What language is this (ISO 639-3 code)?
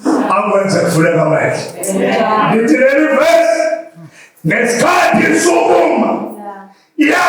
zul